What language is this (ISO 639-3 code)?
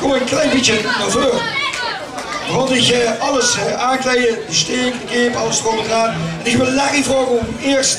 lim